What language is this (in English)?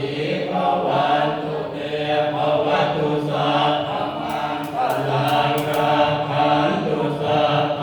Pali